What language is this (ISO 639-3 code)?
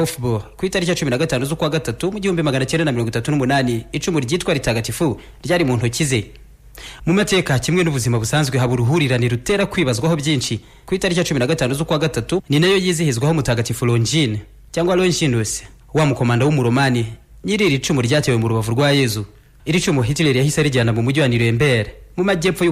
kin